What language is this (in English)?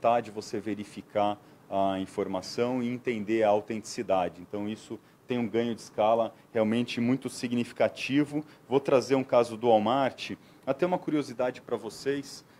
Portuguese